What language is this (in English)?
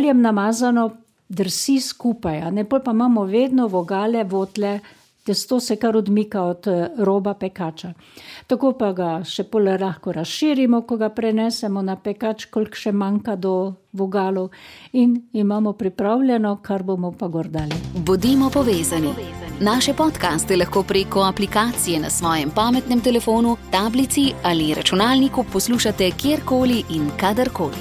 Slovenian